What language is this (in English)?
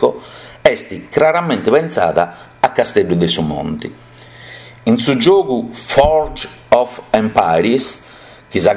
Sardinian